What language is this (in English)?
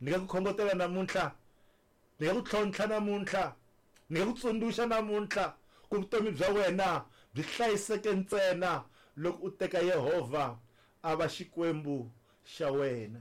Tsonga